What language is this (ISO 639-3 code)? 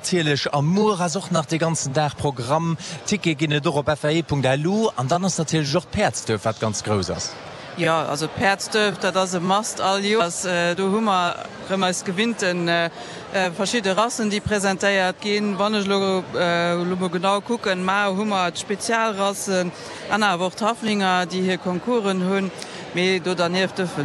ltz